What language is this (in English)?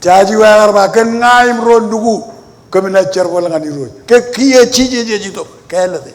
Marshallese